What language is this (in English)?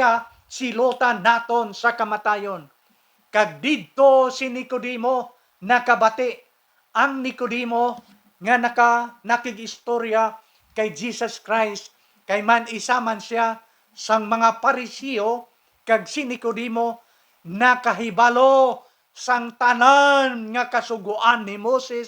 Hiligaynon